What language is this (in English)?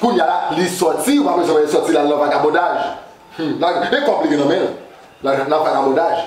Haitian Creole